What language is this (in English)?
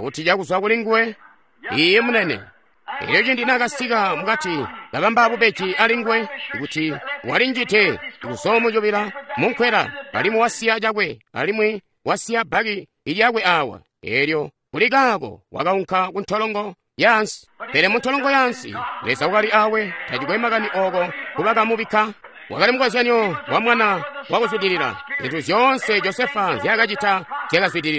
Tonga (Zambia)